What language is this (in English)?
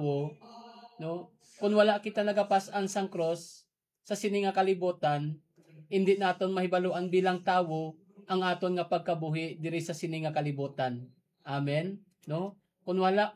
Hiligaynon